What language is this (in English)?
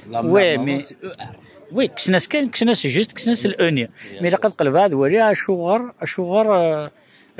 Kabyle